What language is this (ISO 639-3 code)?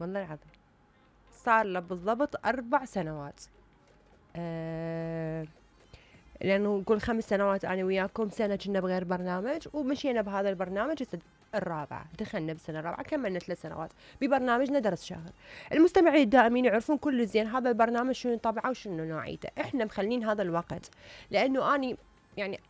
acm